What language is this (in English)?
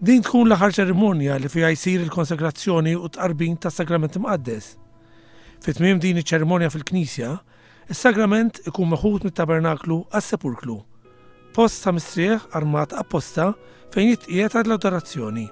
Maltese